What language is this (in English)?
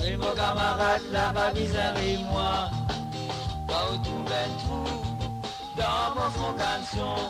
Morisyen